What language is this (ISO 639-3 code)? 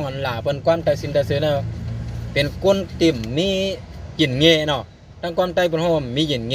shn